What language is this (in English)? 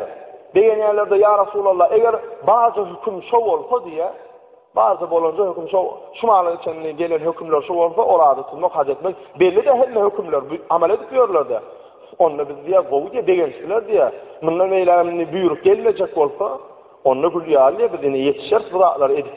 Turkmen